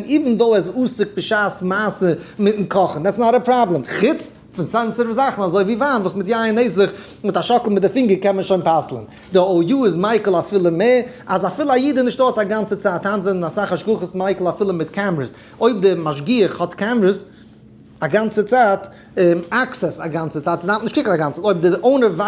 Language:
Yiddish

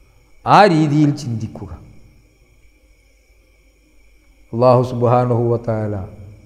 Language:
Malayalam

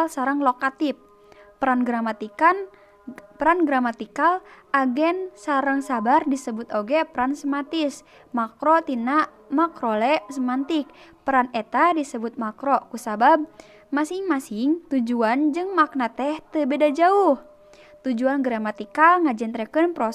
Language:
Sundanese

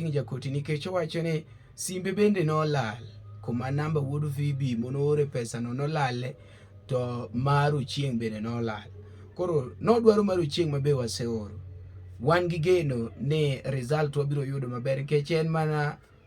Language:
Luo (Kenya and Tanzania)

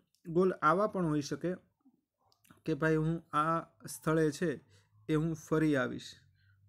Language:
Gujarati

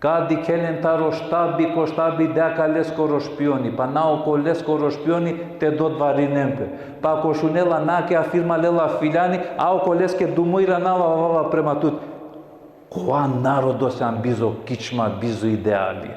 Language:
Balkan Romani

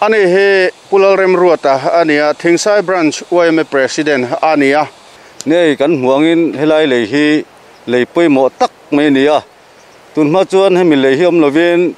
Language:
Mizo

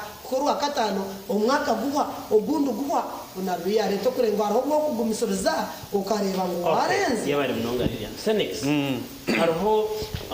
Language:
Nyankole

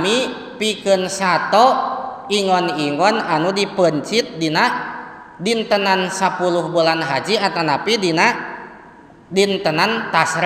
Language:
Sundanese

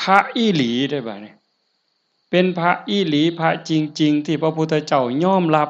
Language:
Northeastern Thai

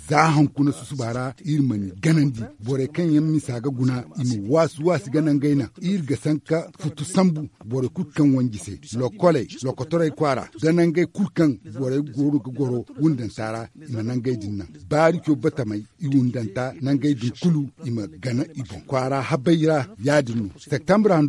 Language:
Zarma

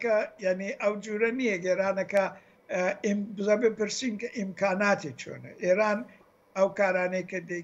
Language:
Central Kurdish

